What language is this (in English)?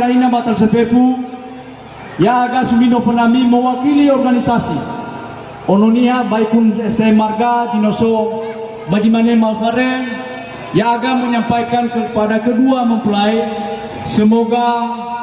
Nias